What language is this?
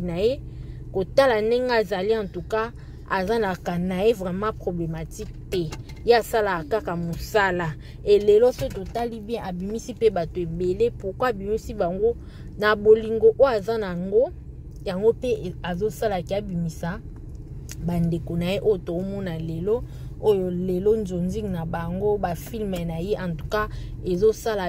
Lingala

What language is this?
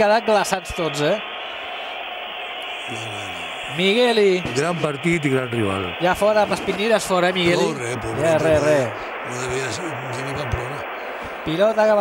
Catalan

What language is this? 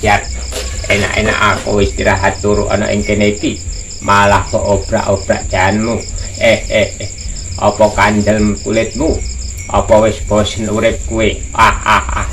Javanese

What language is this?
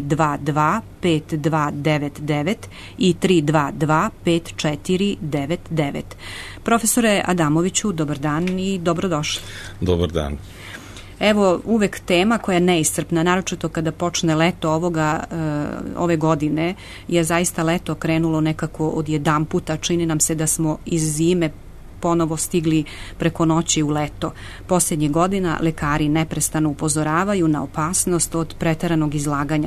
Serbian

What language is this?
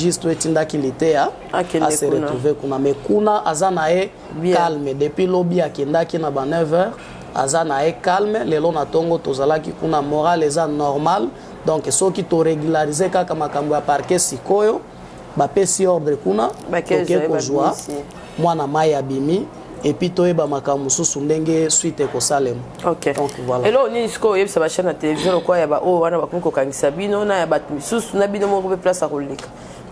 Lingala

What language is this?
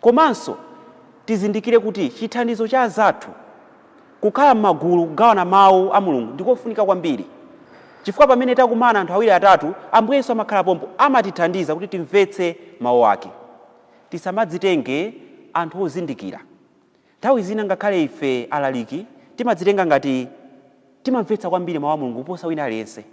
Nyanja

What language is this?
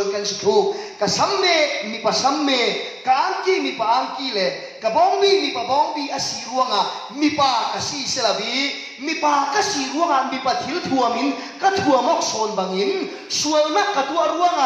Falam Chin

